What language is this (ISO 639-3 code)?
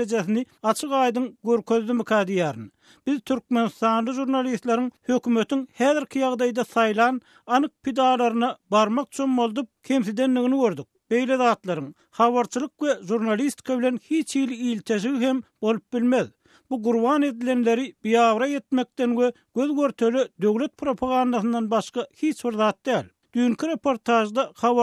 tuk